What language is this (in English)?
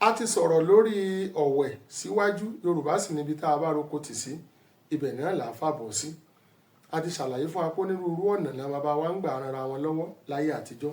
Yoruba